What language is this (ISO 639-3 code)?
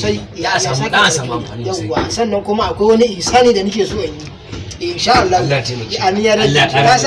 hau